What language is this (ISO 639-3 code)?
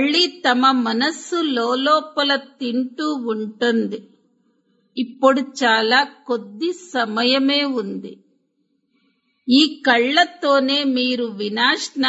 tel